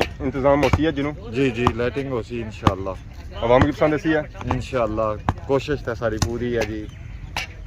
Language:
Pahari-Potwari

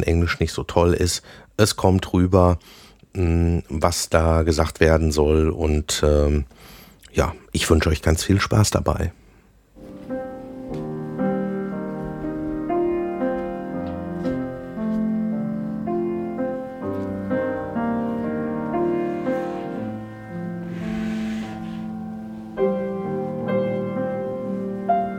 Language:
German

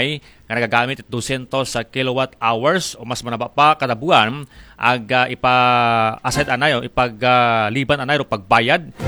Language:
Aklanon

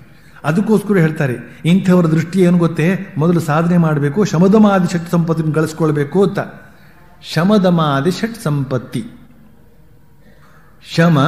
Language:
Kannada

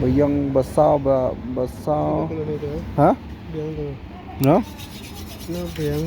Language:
Khasi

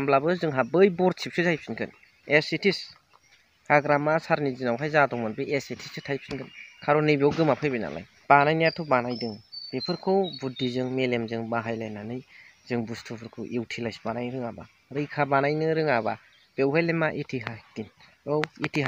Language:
Bodo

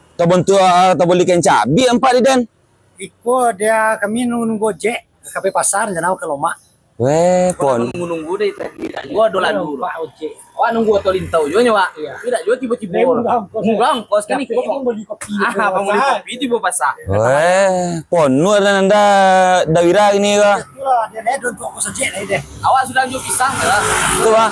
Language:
Minangkabau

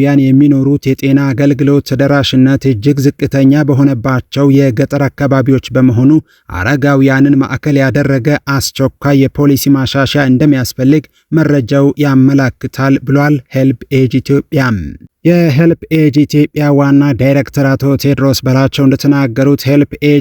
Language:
Amharic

